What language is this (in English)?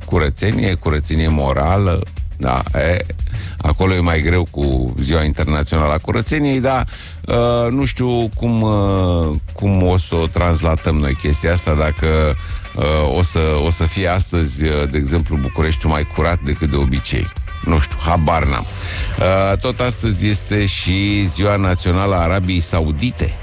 Romanian